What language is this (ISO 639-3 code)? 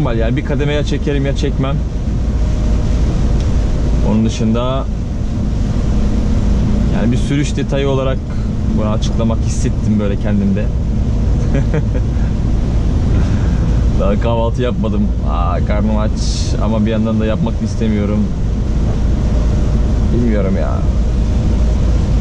tur